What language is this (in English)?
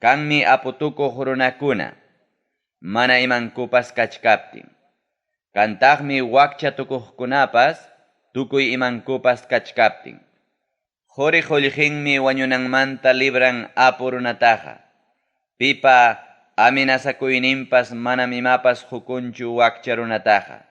Ayacucho Quechua